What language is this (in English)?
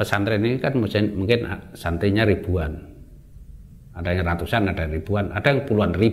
Indonesian